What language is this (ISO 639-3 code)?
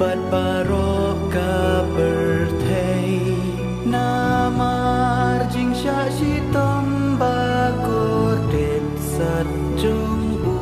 kha